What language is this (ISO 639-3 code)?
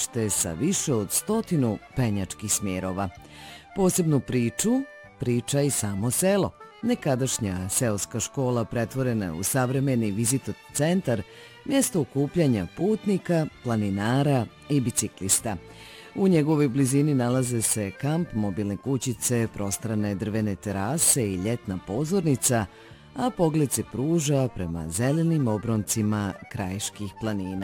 srp